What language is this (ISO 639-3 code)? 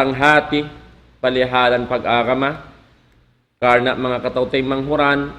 tsg